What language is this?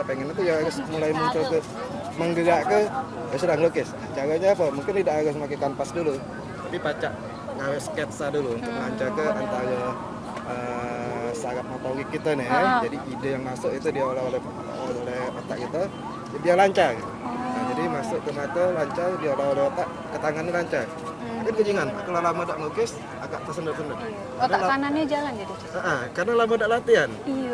Musi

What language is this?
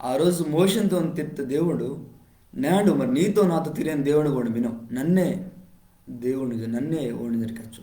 Koya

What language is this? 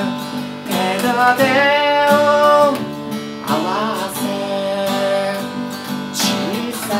Japanese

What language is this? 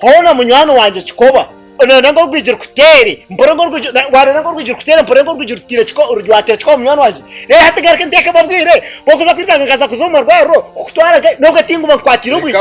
Nyankole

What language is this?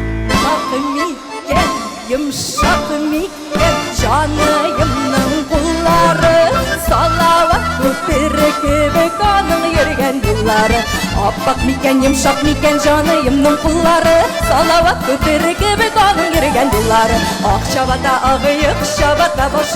Tatar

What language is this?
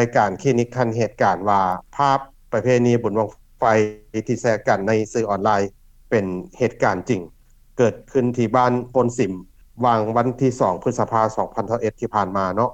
Lao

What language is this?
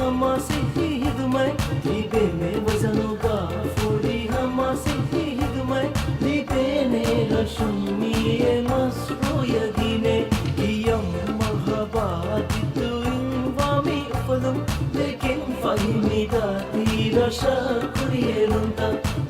Divehi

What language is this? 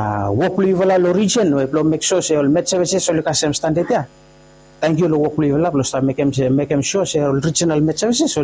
Bislama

